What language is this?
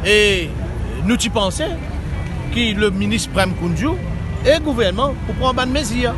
Morisyen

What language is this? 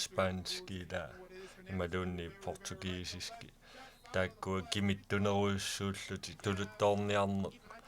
Kalaallisut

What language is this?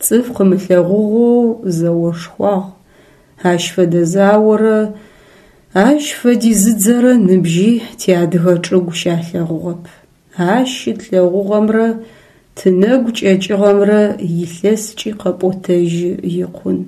Adyghe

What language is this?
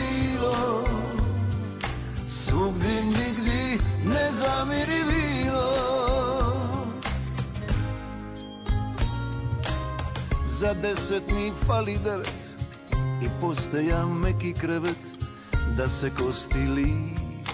Croatian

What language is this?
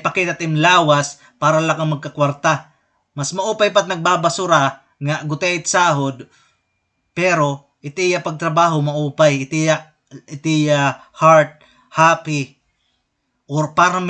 Waray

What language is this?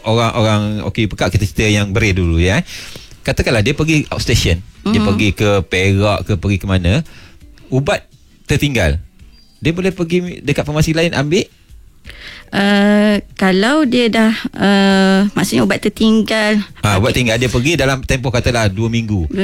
Malay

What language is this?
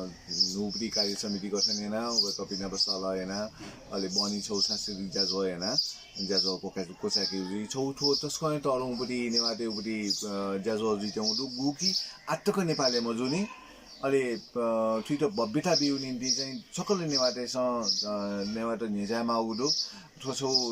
Newari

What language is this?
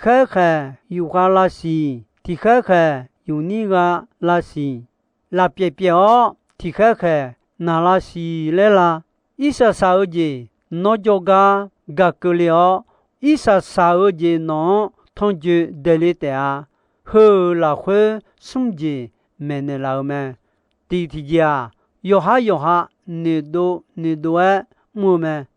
Akha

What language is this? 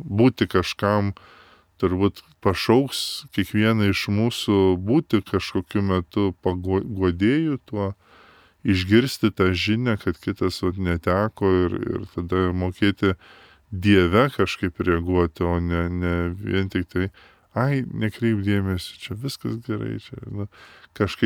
Lithuanian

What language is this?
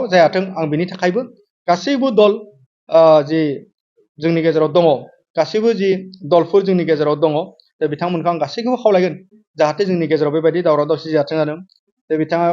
Bodo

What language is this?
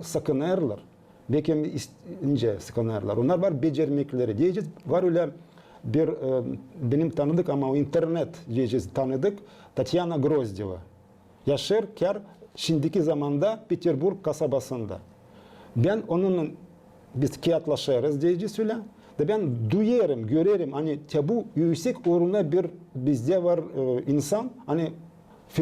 Gagauz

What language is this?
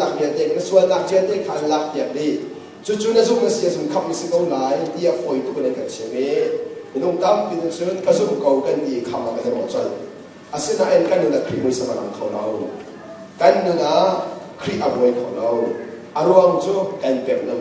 Hakha Chin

